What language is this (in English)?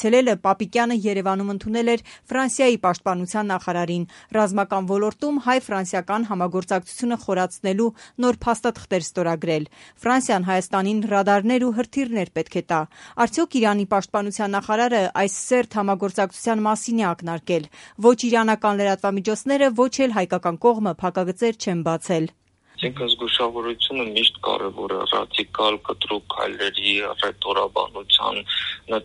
Armenian